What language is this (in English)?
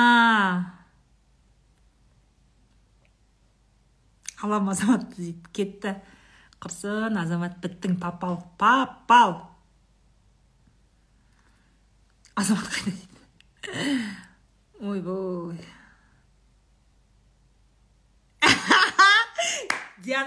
Kazakh